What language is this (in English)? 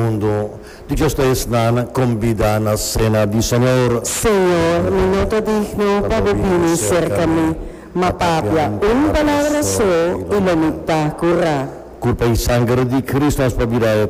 Papiamento